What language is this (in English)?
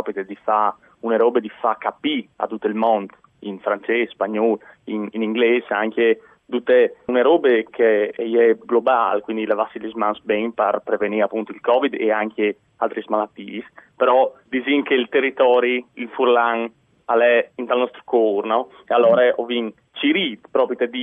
Friulian